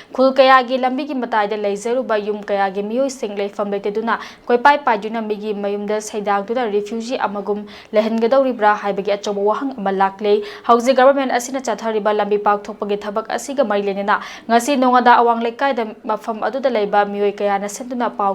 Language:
Manipuri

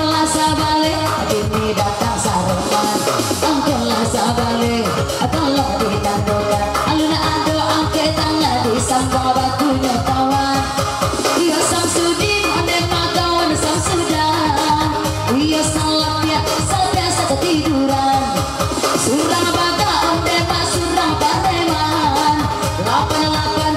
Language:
Minangkabau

